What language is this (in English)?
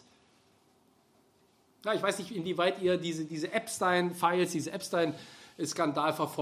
German